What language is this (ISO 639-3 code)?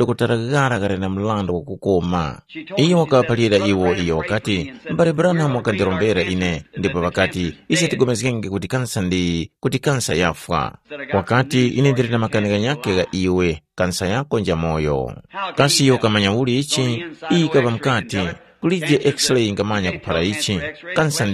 tum